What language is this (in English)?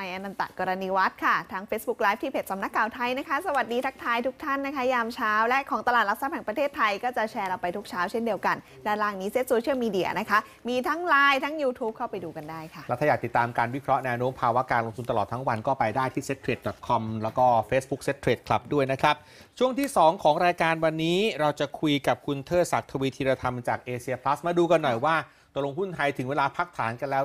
Thai